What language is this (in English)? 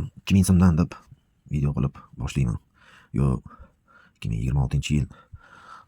Uzbek